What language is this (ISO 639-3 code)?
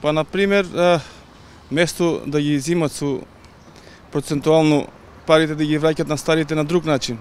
mkd